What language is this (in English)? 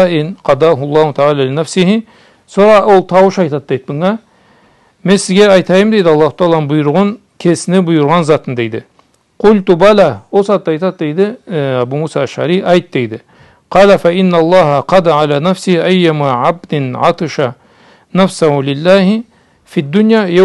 Karachay-Balkar